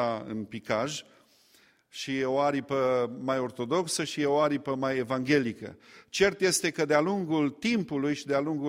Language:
Romanian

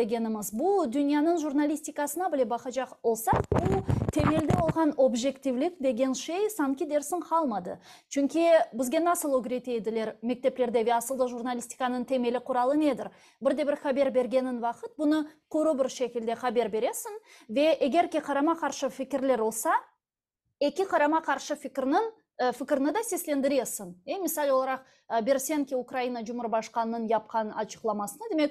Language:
Crimean Tatar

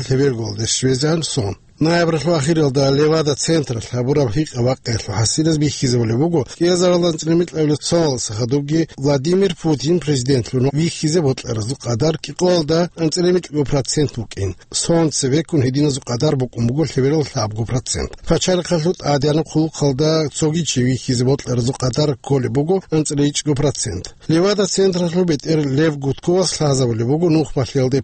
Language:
Avaric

